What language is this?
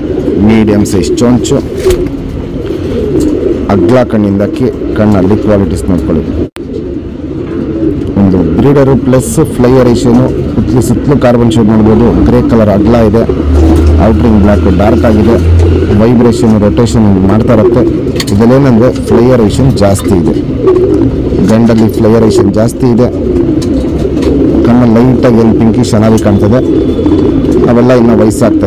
Kannada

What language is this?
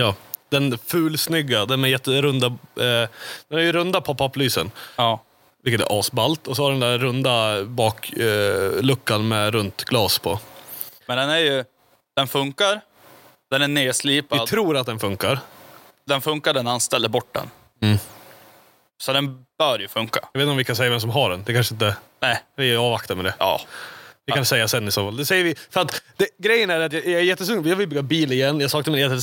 Swedish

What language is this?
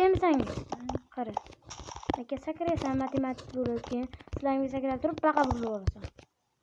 Uzbek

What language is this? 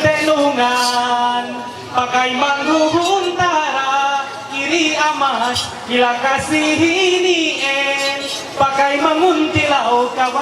Ma'anyan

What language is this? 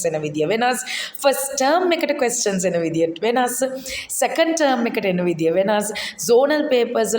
Sinhala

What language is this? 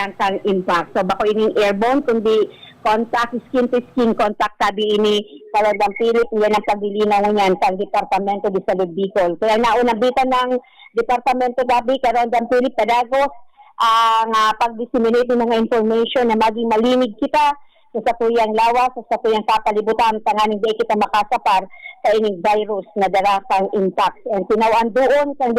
Bikol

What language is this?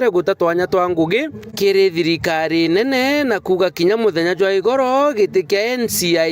Meru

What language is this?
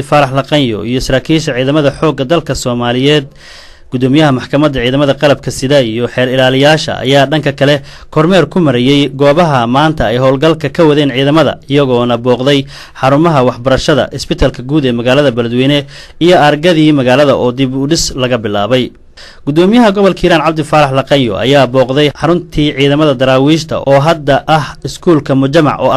Somali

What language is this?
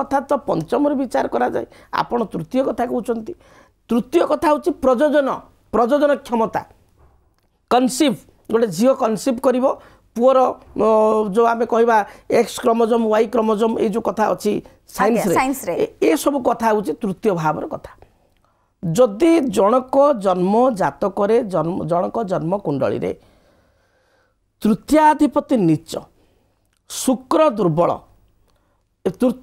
Odia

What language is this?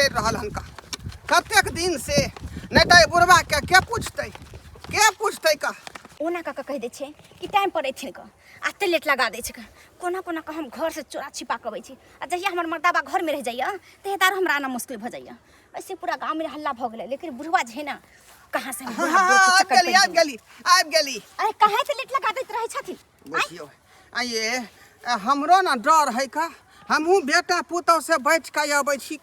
Maithili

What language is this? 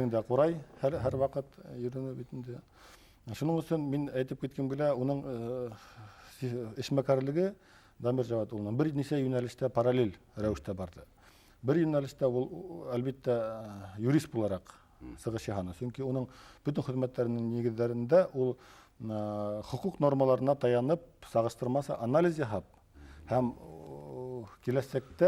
Bashkir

